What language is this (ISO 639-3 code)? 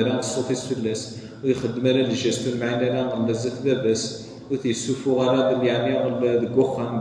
kab